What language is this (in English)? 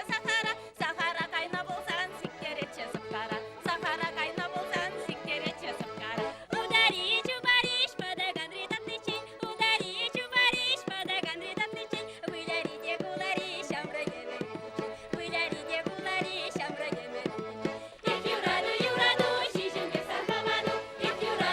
Chuvash